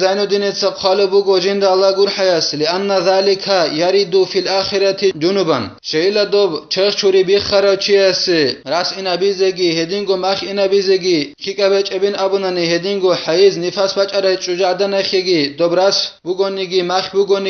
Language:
Avaric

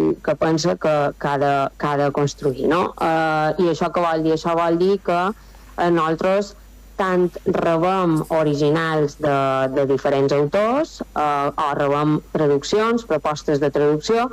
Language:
Catalan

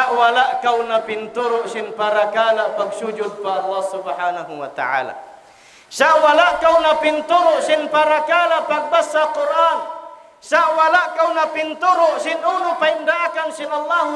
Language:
Tausug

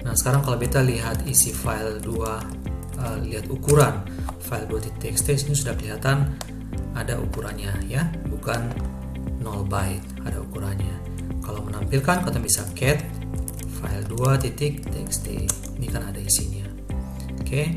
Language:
Ambonese Malay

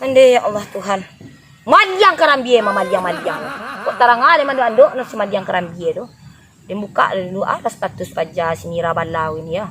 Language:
Minangkabau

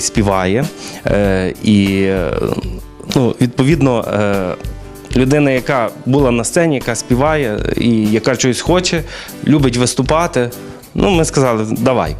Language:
Ukrainian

